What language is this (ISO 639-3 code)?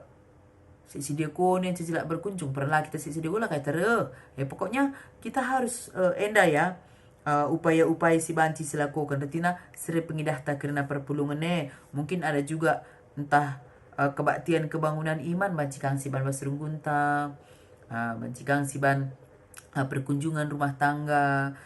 btx